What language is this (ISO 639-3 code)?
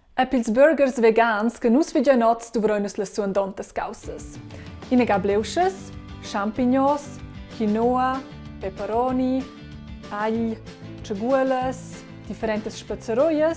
roh